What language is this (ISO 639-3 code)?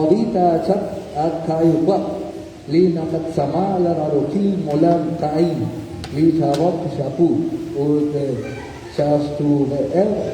kek